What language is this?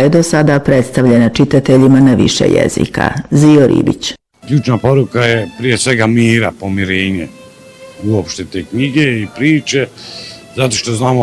Bosnian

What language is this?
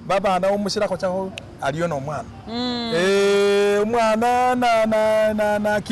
Masaaba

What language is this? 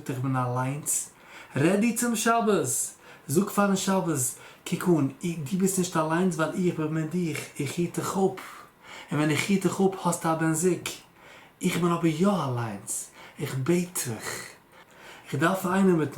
Yiddish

